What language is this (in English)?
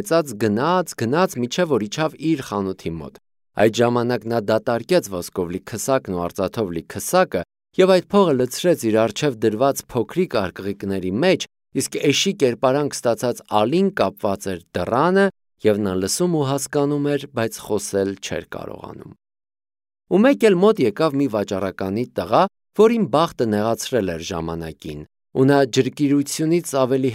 Armenian